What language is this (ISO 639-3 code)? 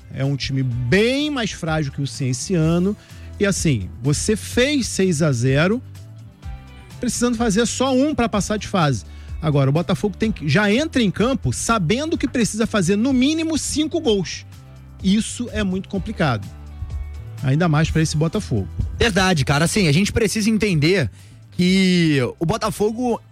por